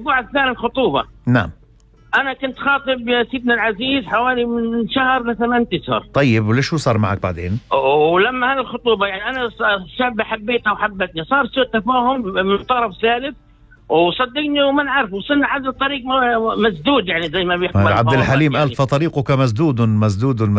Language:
North Levantine Arabic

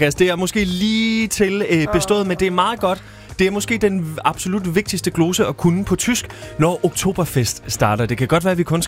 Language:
Danish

